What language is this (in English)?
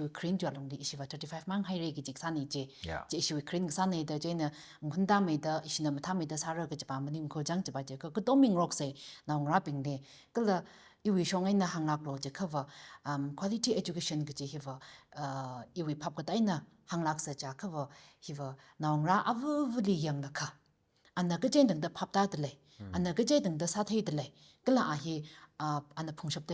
Tangkhul Naga (India)